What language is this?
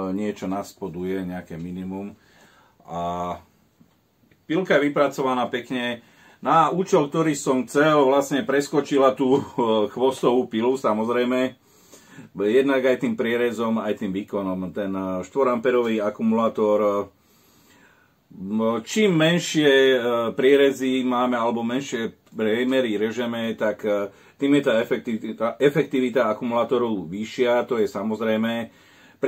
Slovak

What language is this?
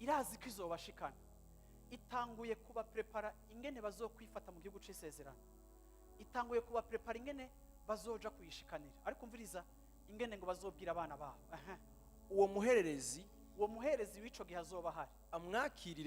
Rundi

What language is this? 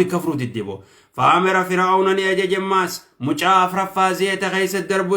Oromo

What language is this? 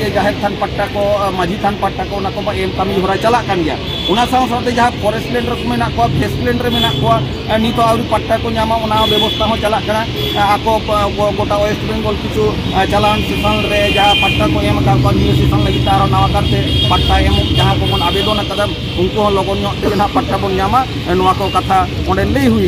Santali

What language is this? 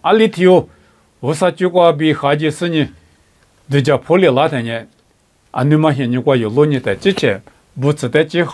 Lisu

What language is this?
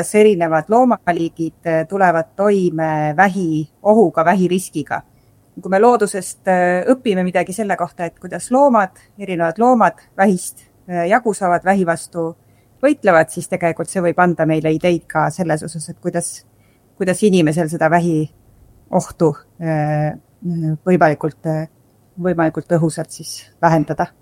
Estonian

